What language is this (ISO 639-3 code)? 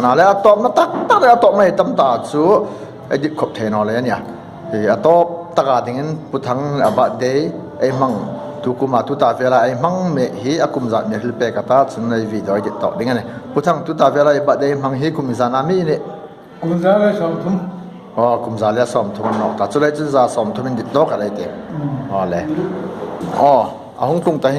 hmr